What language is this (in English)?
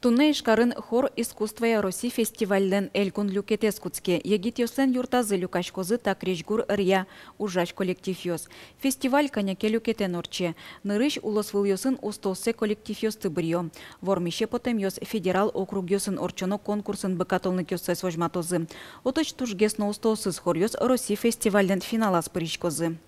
Udmurt